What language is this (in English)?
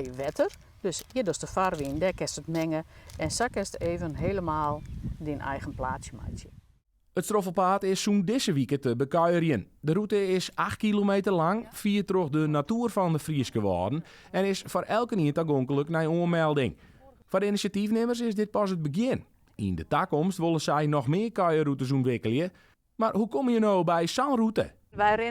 Western Frisian